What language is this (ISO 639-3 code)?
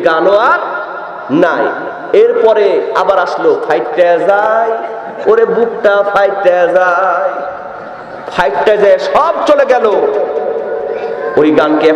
ben